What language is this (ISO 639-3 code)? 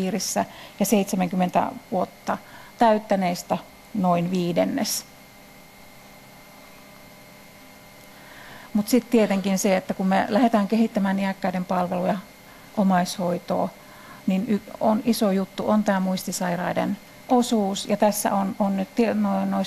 fin